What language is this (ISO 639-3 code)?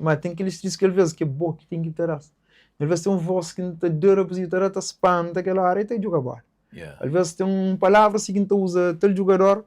kea